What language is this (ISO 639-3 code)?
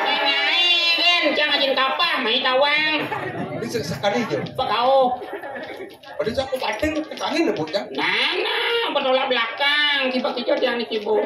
ban